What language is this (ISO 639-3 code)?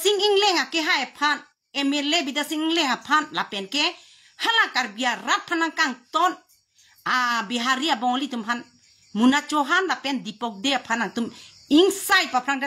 mjw